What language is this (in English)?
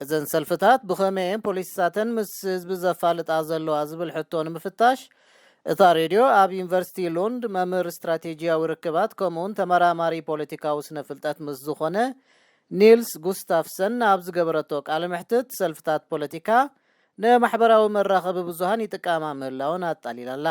Tigrinya